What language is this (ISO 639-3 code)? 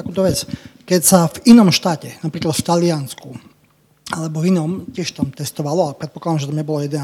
slk